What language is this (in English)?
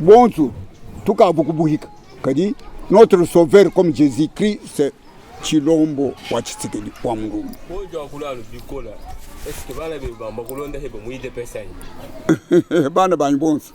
Luba-Lulua